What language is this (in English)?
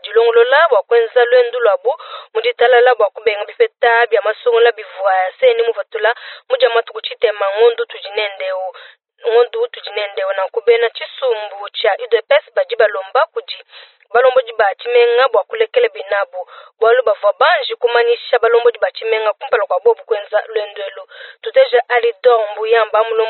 Luba-Lulua